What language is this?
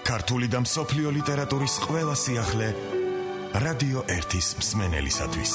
Georgian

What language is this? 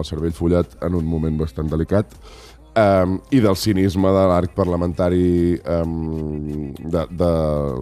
Catalan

